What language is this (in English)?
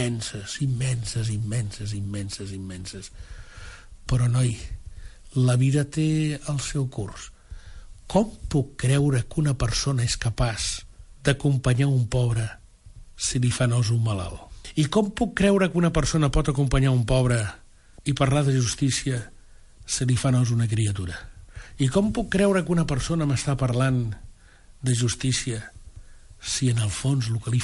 Catalan